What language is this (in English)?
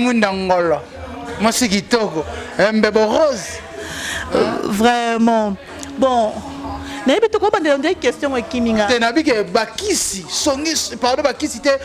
Lingala